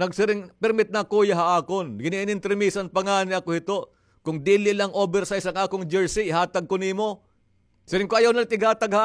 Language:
Waray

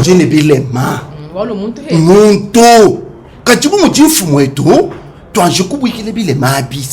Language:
Luba-Lulua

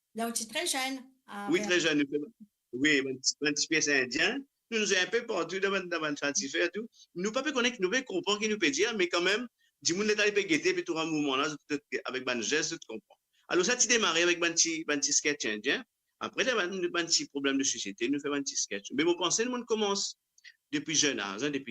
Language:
Morisyen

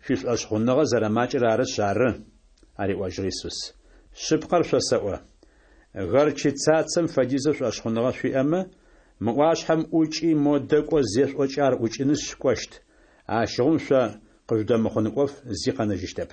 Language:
Adyghe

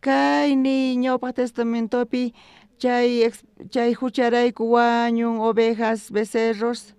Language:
South Bolivian Quechua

